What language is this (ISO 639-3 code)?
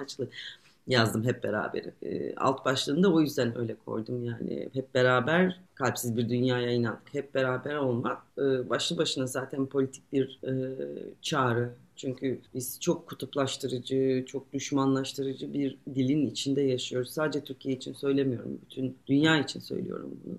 tur